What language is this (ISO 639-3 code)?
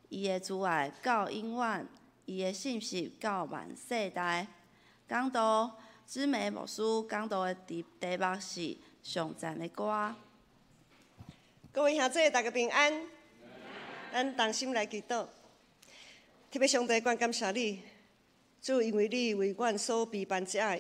nan